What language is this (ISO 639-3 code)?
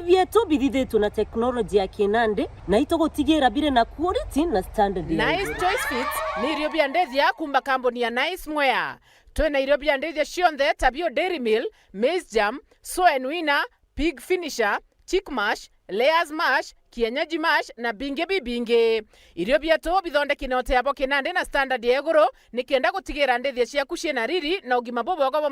mer